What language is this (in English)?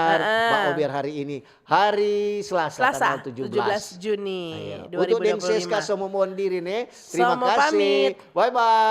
Manado Malay